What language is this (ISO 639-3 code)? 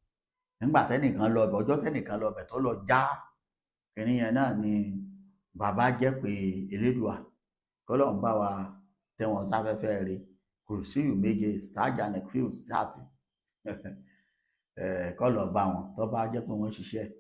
yor